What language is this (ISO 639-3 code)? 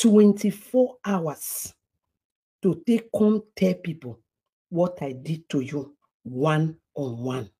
pcm